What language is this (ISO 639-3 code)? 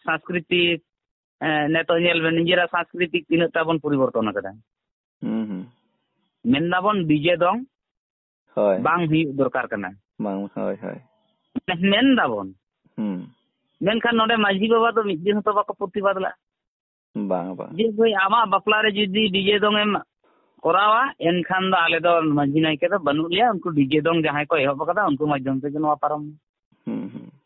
sat